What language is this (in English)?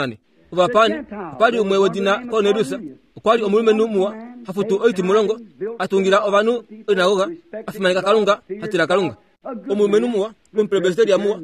Kuanyama